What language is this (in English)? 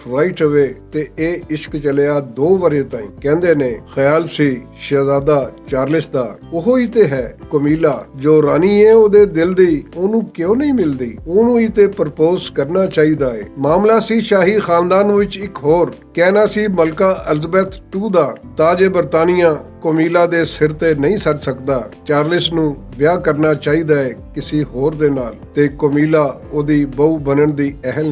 Western Panjabi